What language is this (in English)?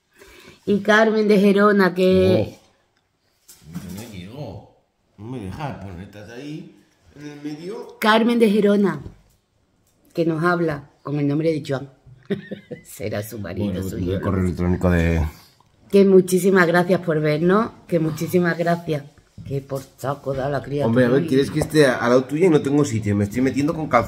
Spanish